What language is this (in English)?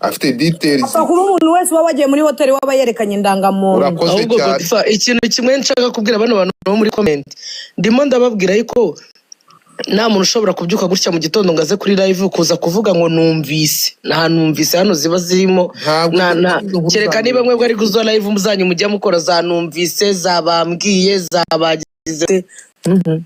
Kinyarwanda